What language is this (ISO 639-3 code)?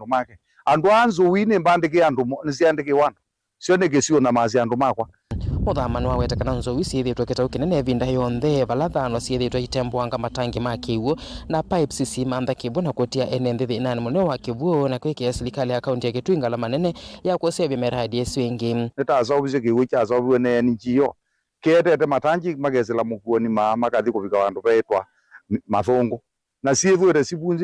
kam